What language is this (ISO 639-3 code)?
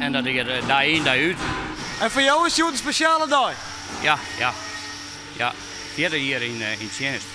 fry